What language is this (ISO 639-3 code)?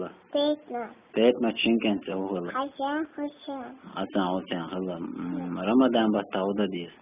che